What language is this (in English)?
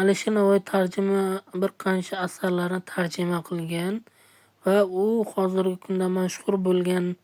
Uzbek